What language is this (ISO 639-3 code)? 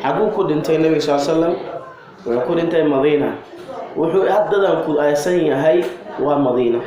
som